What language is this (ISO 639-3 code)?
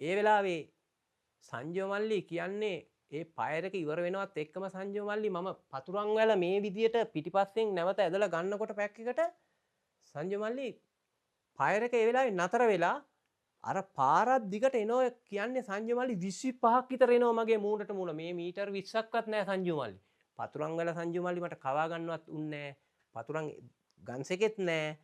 sin